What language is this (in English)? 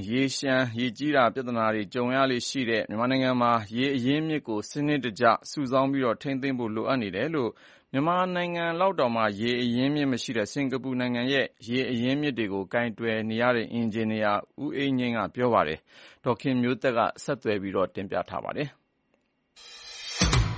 Burmese